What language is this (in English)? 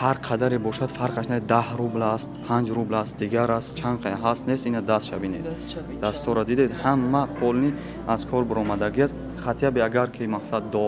Tajik